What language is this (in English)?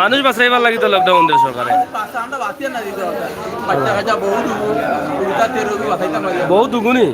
Sylheti